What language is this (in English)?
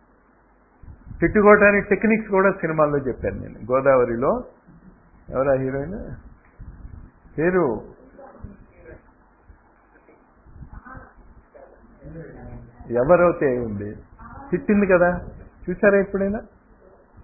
Telugu